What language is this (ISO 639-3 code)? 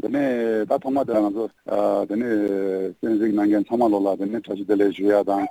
bod